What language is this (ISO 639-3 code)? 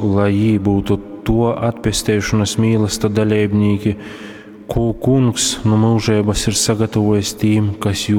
ltg